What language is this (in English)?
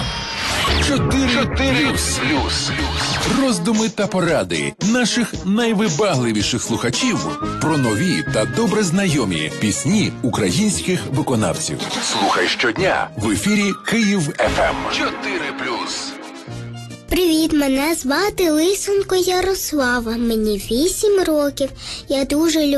Ukrainian